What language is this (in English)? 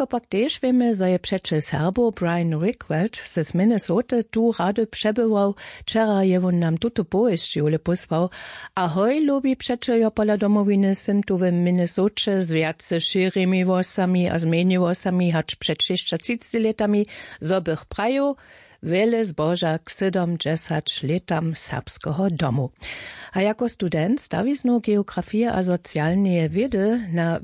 Upper Sorbian